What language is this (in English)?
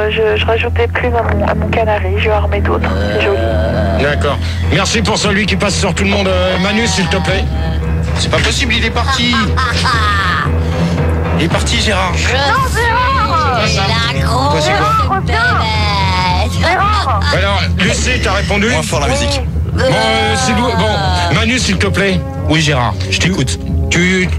French